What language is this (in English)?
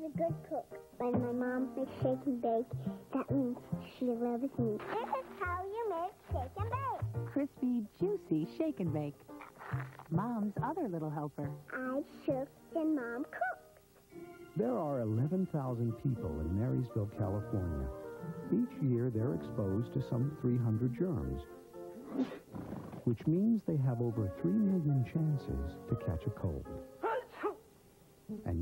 English